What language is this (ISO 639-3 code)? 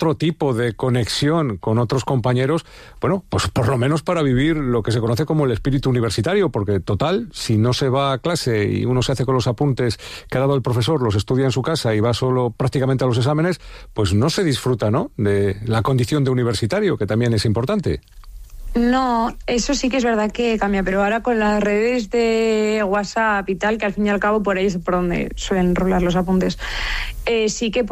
spa